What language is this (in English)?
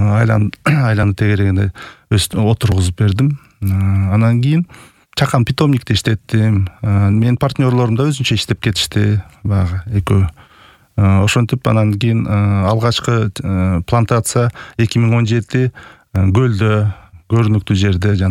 Kyrgyz